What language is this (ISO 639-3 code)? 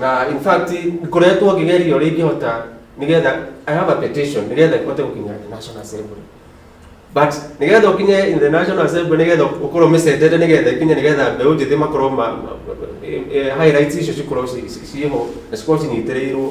kik